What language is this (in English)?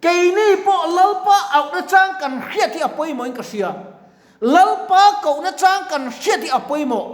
Mizo